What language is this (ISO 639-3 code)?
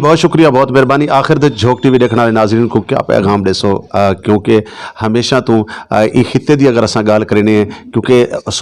skr